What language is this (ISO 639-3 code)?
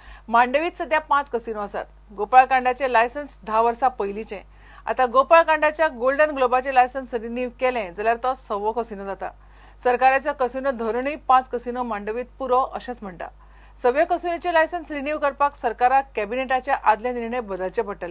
kok